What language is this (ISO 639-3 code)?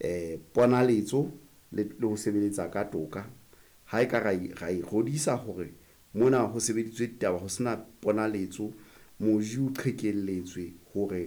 sot